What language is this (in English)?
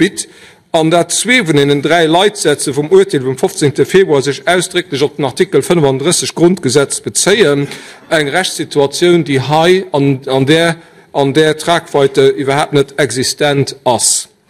Luxembourgish